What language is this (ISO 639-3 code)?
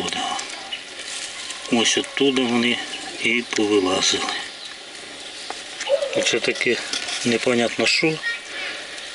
ukr